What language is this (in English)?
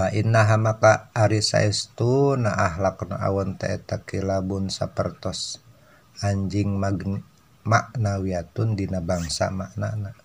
Sundanese